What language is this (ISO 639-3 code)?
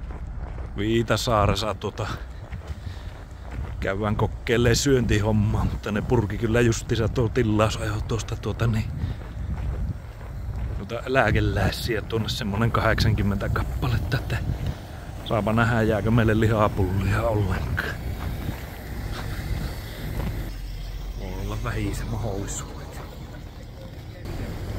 fin